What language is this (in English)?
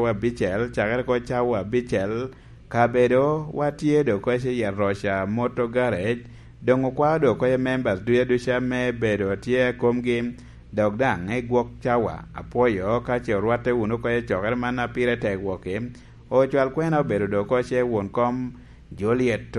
Lango (Uganda)